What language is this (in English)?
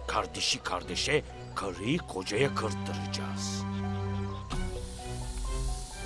Turkish